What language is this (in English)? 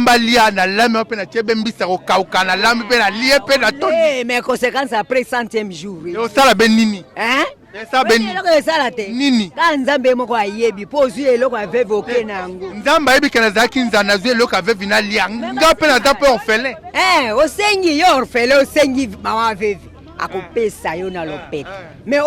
Lingala